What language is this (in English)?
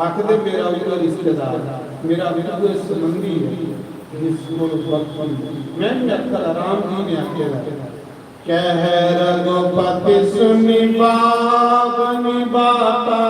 Dogri